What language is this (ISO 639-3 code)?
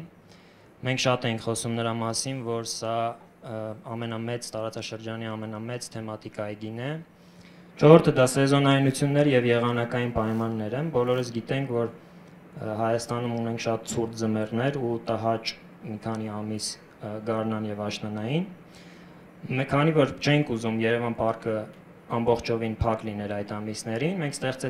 hye